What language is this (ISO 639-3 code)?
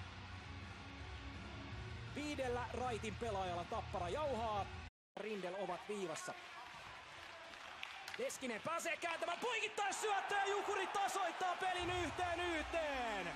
fin